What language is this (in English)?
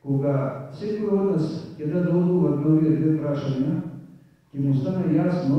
Macedonian